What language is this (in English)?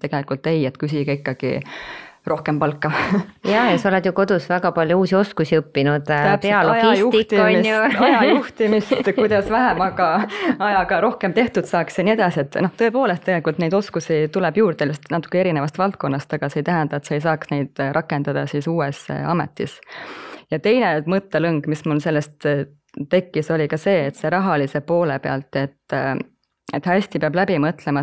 Estonian